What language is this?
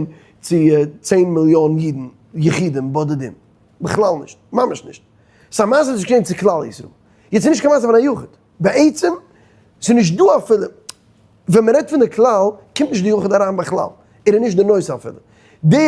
Yiddish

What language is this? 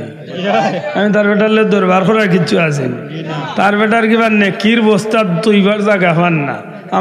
Sylheti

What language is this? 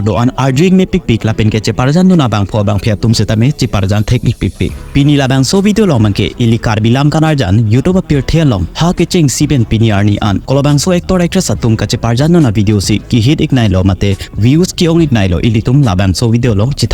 Karbi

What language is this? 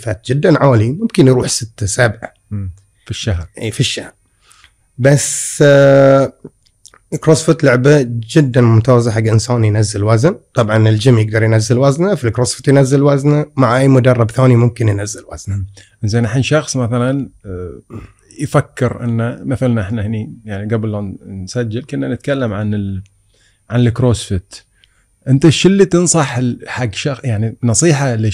Gulf Arabic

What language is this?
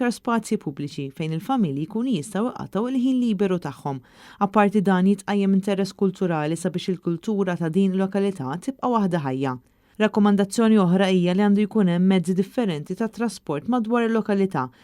Maltese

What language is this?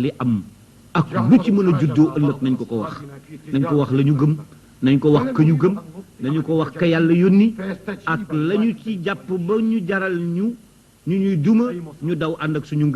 Wolof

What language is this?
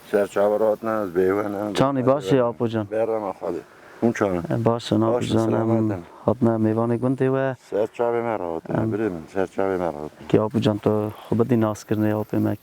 Kurdish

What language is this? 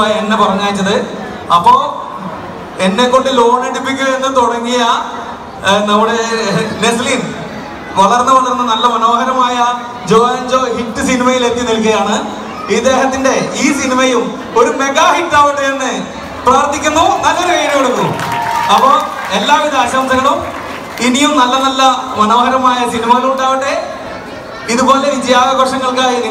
Malayalam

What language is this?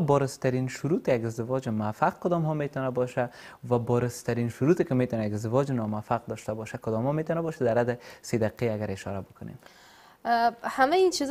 Persian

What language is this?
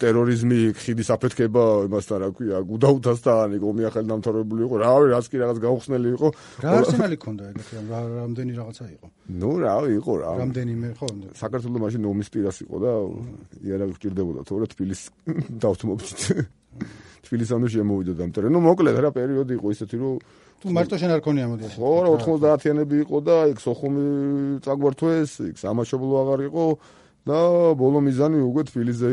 Georgian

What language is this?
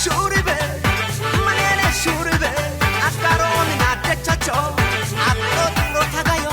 Kafa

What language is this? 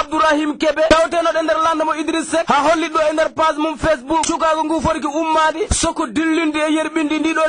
Fula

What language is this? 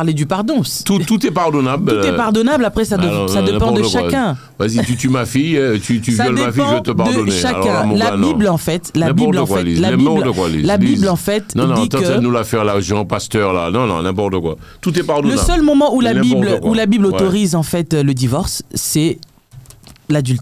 French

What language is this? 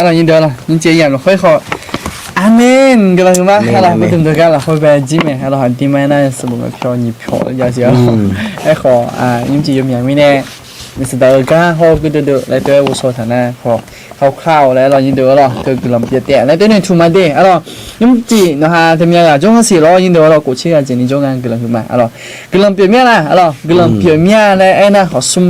Akha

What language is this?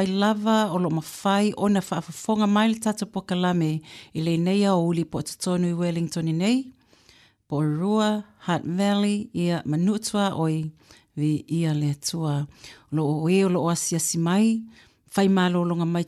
Samoan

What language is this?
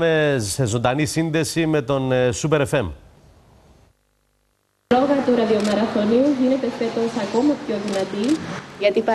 Greek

